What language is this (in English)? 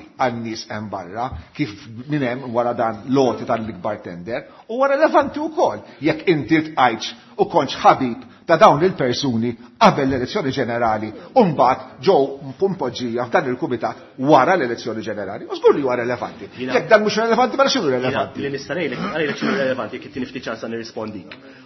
Maltese